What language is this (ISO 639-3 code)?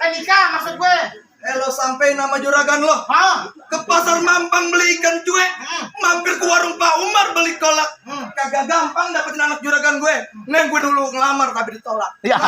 bew